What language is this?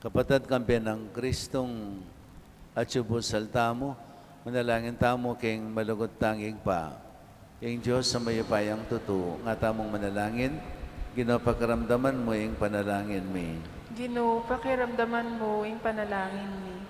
Pampanga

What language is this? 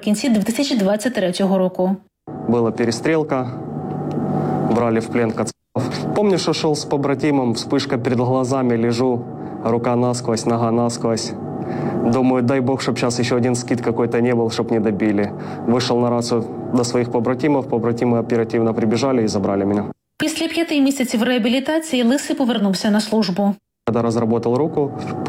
Ukrainian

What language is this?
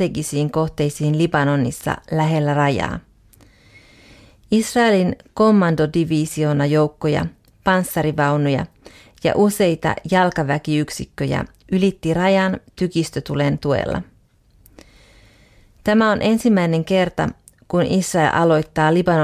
Finnish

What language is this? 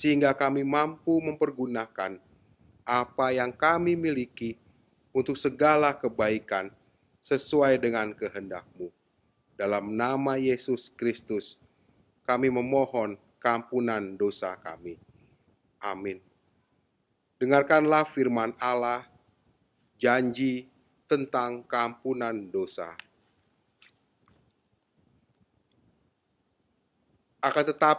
Indonesian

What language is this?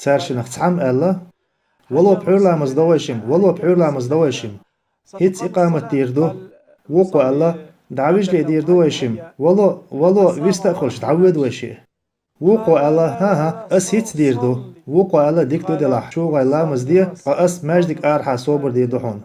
Chechen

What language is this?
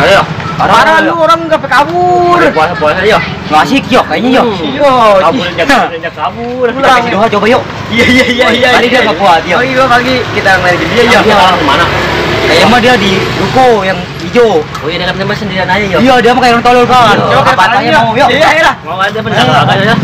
Betawi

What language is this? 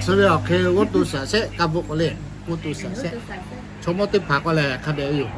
Lahu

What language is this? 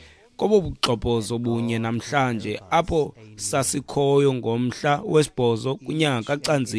Xhosa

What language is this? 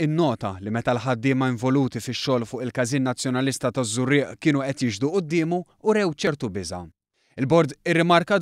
Maltese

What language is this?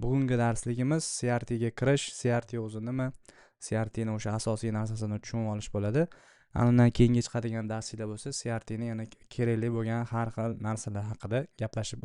Uzbek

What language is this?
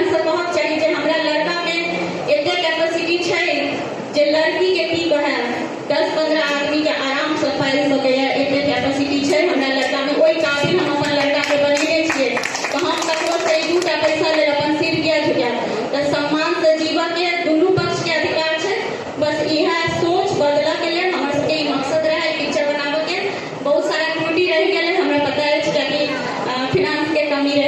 Maithili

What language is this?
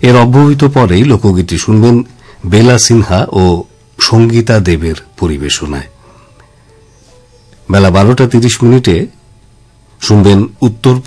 Bangla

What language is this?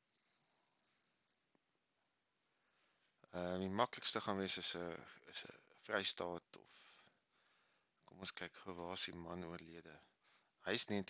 Afrikaans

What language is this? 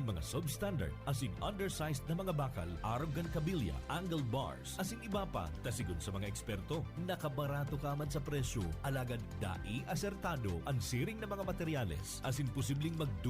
Bikol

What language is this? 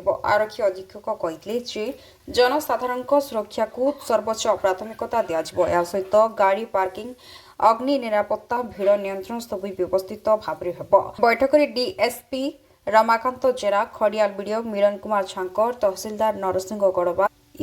Odia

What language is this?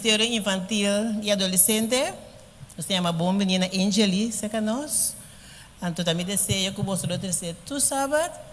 Papiamento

